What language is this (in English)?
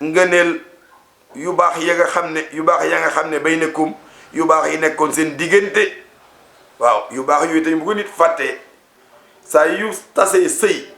Wolof